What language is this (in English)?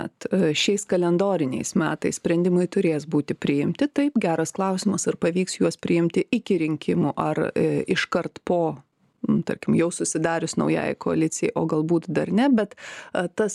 Lithuanian